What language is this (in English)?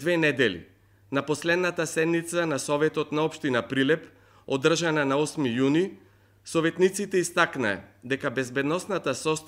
Macedonian